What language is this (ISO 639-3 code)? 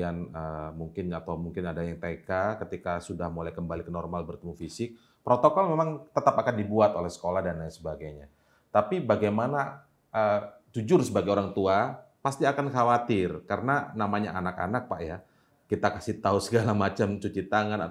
ind